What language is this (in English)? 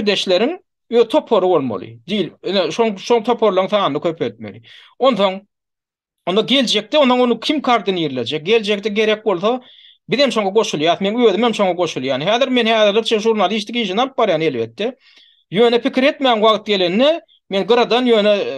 Turkmen